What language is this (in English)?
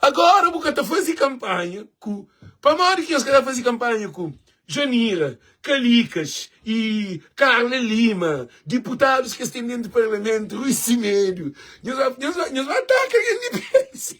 Kabuverdianu